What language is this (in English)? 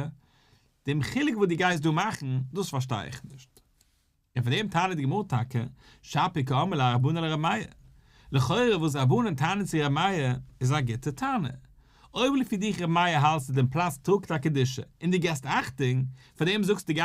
Yiddish